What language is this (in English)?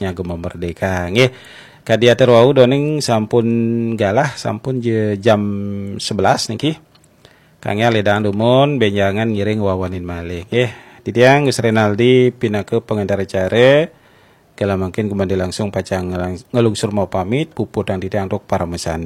Balinese